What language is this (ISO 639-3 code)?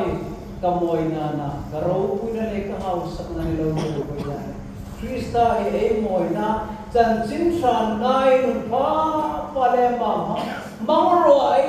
hmr